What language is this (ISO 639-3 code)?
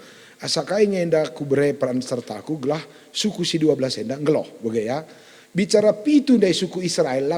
btx